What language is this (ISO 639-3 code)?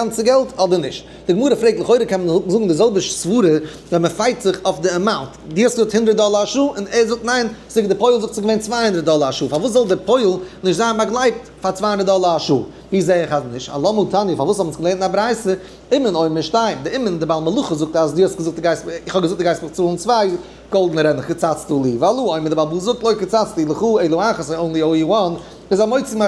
yid